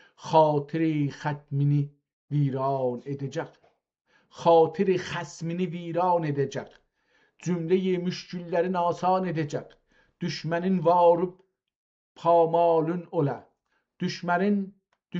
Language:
South Azerbaijani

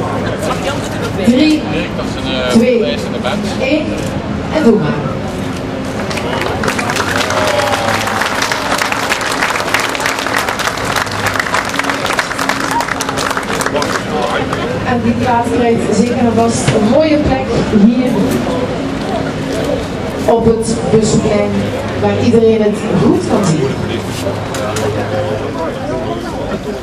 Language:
Dutch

